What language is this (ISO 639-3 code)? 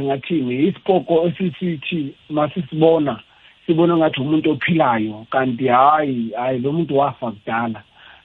nbl